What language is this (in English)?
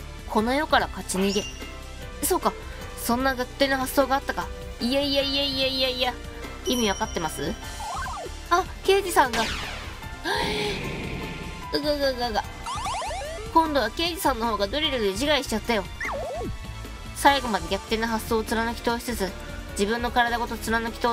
Japanese